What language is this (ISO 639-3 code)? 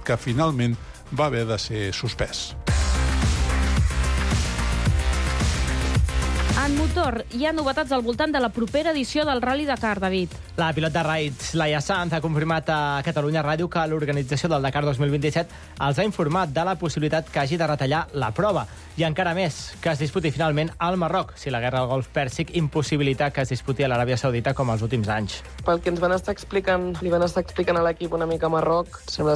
cat